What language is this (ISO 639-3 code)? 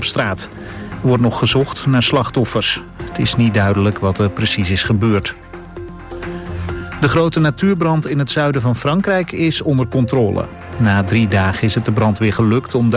nld